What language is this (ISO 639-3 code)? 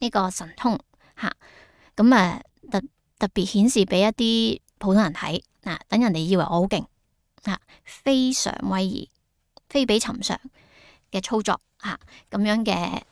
yue